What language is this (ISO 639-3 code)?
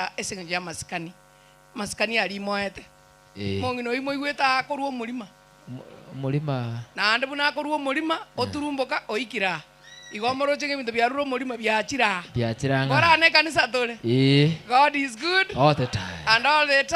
guz